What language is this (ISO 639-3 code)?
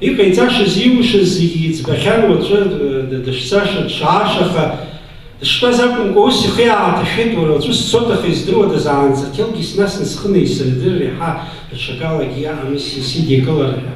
abk